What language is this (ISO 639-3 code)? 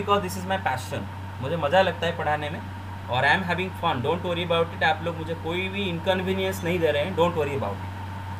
hin